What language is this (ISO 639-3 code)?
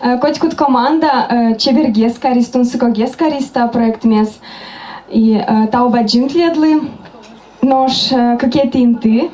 udm